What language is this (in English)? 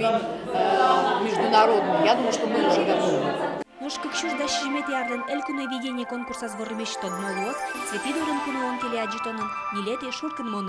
Udmurt